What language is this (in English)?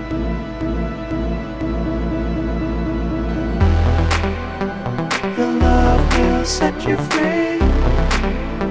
Basque